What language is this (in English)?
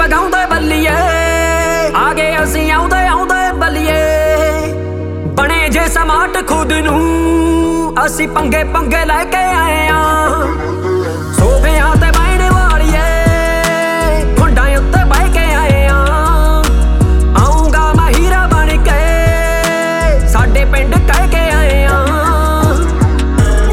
Punjabi